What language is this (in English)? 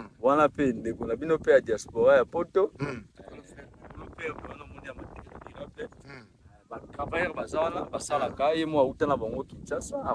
Lingala